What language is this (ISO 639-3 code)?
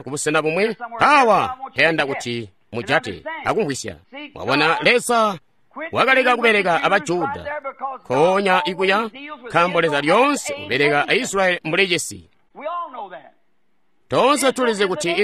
toi